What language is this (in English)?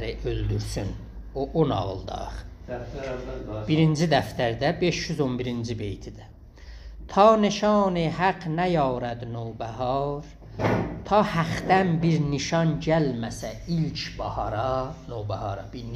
South Azerbaijani